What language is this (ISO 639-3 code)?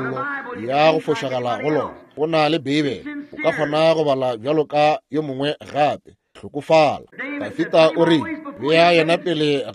nso